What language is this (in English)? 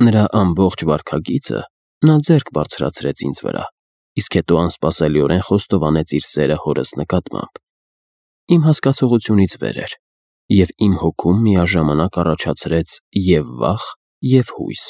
Armenian